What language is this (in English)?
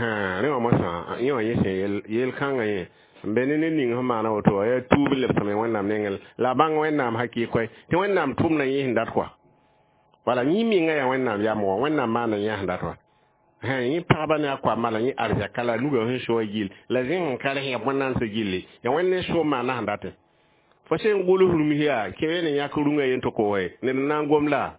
Mossi